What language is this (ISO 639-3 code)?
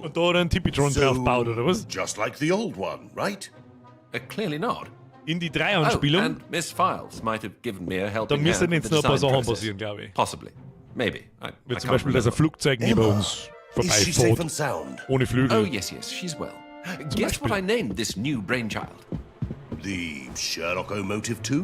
bar